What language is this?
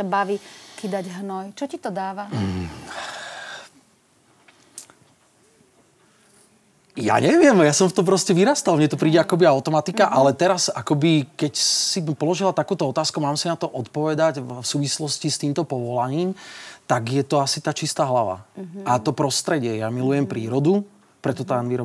Slovak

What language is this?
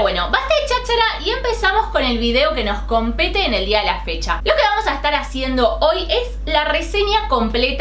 Spanish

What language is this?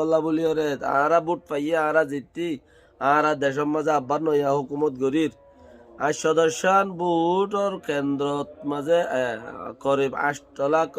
Rohingya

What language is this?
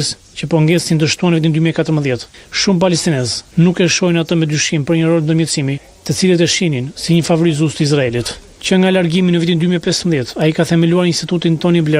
Albanian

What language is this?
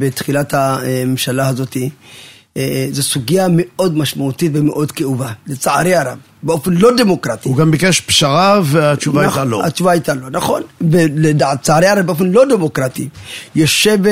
Hebrew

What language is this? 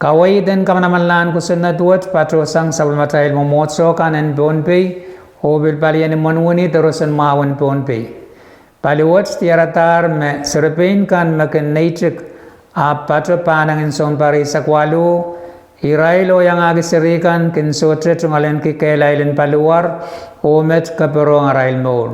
Pohnpeian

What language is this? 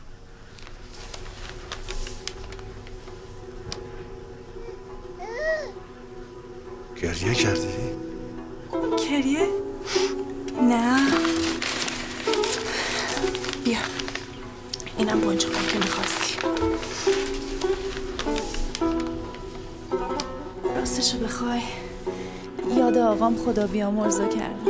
Persian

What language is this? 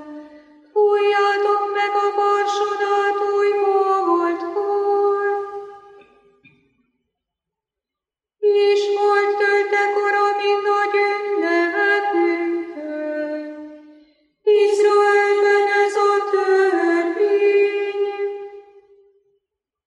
Hungarian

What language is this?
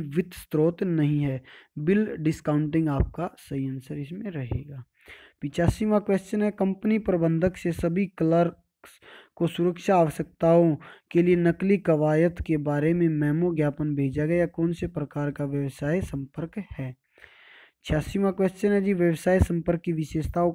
Hindi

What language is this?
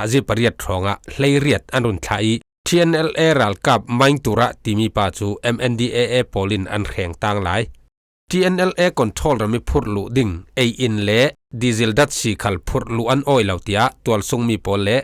Falam Chin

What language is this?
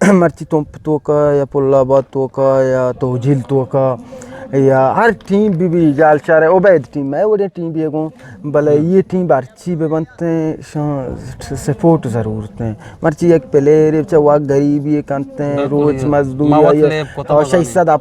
Eastern Balochi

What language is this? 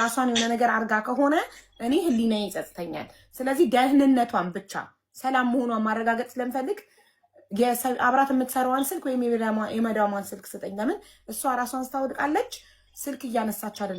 Amharic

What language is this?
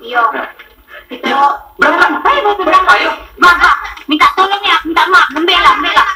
Musi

